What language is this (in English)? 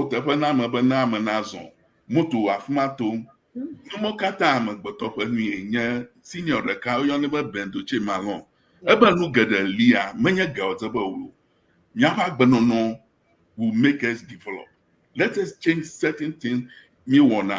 Ewe